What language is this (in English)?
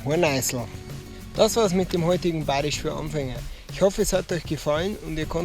Bavarian